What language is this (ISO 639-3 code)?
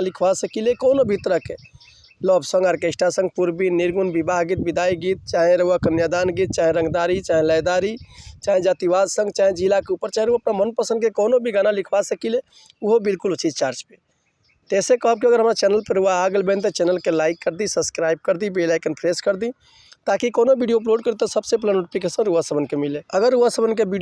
bho